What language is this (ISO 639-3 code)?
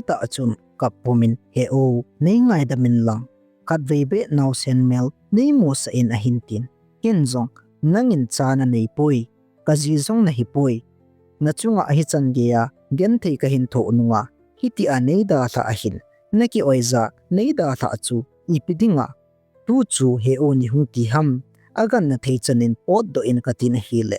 tcz